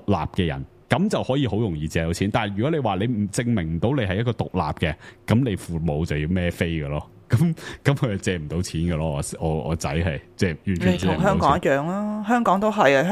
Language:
Cantonese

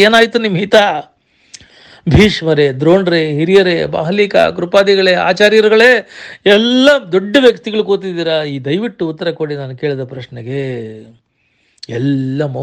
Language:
Kannada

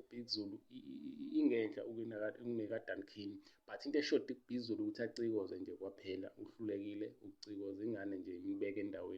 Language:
Zulu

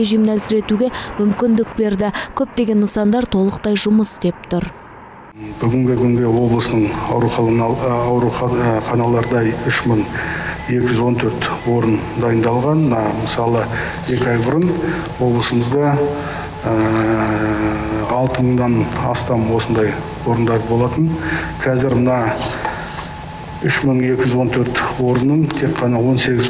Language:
Kazakh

